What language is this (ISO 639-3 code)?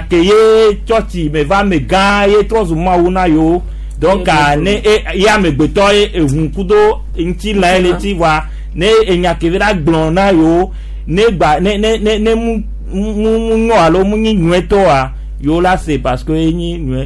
gej